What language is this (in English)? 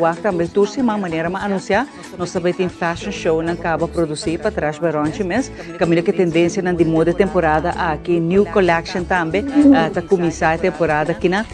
Papiamento